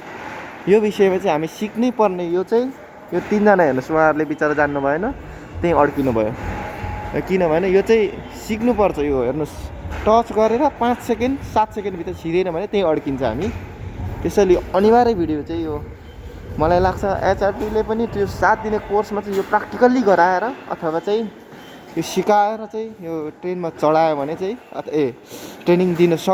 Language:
Nepali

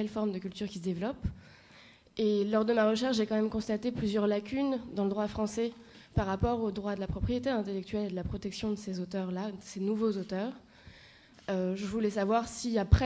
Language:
French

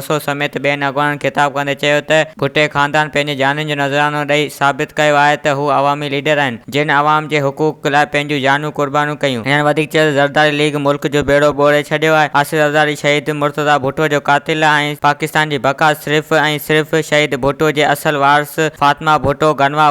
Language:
Sindhi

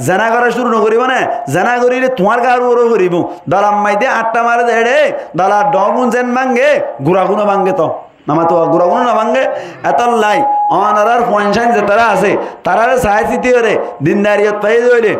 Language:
Rohingya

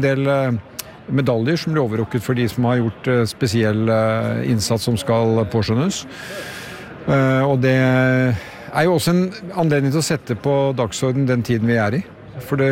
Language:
Norwegian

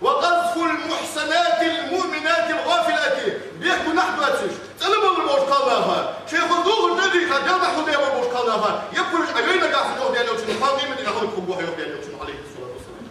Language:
Ingush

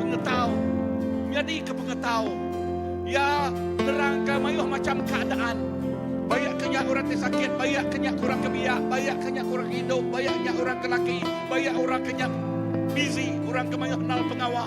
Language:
Iban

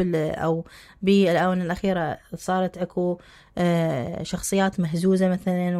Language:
Mesopotamian Arabic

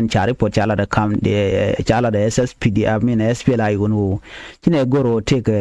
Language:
Nuer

